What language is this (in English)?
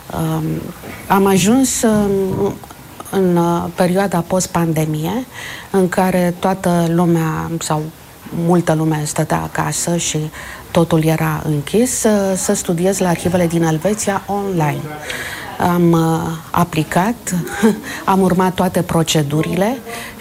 Romanian